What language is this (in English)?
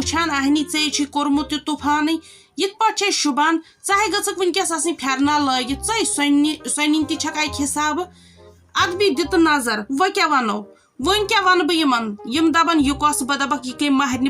Kashmiri